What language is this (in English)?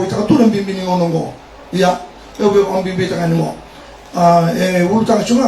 Fijian